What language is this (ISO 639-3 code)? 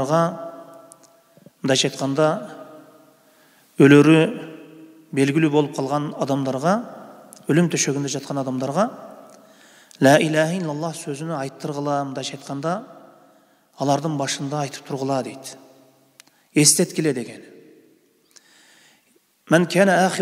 kir